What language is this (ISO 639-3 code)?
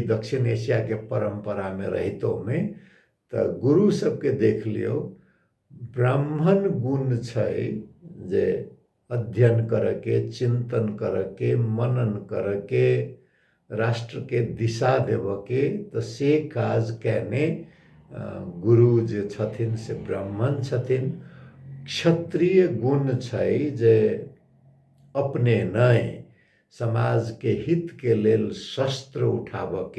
mai